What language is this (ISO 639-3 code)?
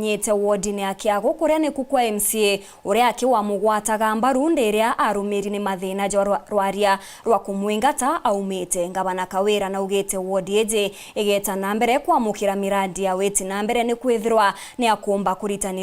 mer